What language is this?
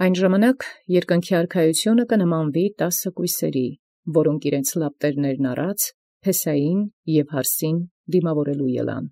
Armenian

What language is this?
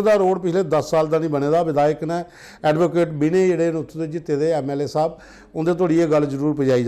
Dogri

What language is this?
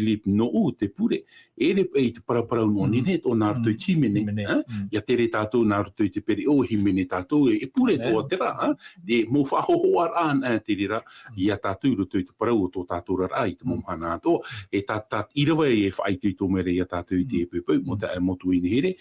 Tahitian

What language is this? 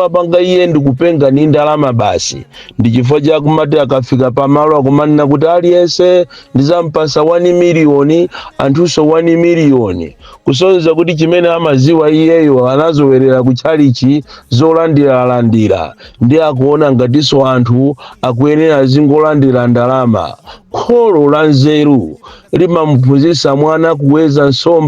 Nyanja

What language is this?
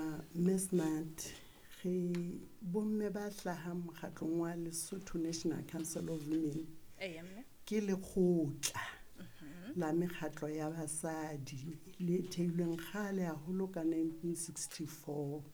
Southern Sotho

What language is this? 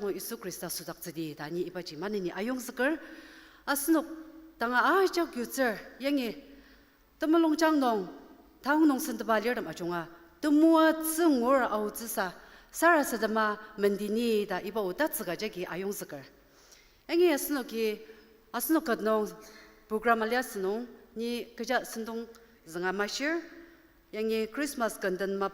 Ao Naga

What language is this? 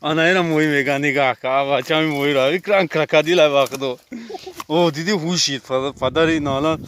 Tajik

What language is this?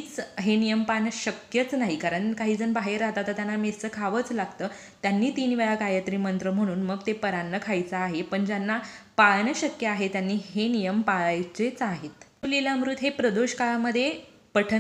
Marathi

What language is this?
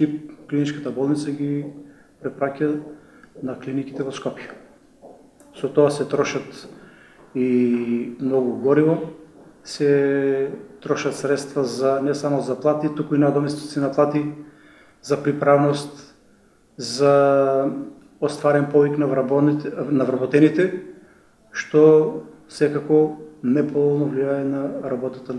Macedonian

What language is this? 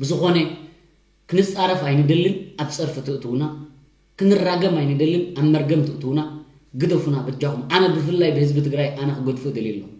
Tigrinya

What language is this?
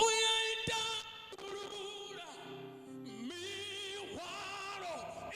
Venda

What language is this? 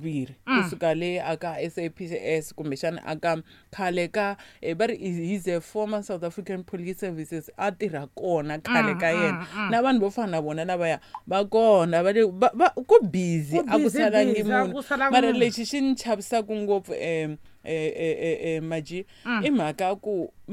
Tsonga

